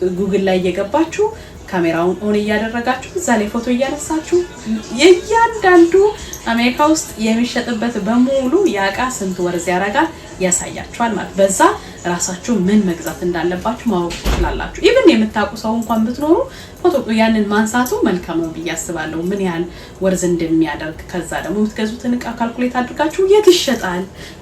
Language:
Amharic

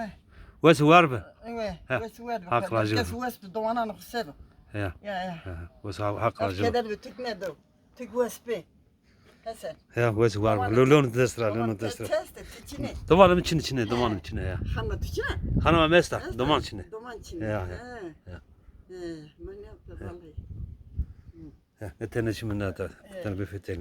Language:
Zaza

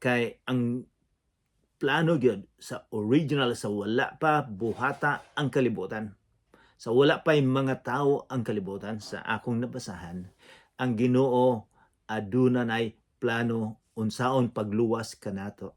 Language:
Cebuano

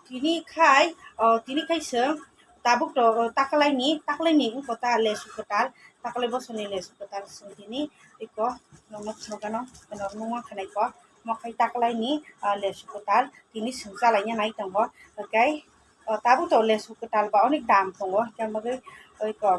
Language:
Kok Borok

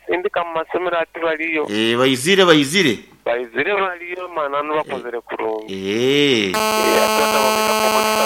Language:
Nyoro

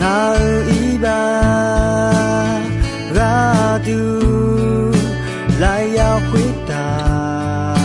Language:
Akha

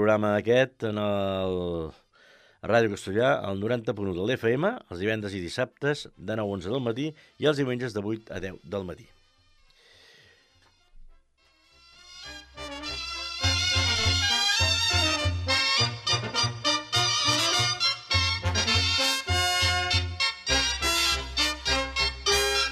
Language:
Catalan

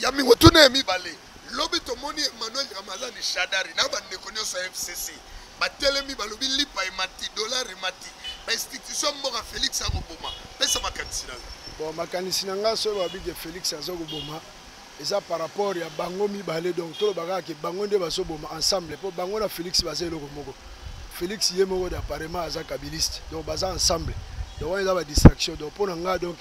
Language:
Lingala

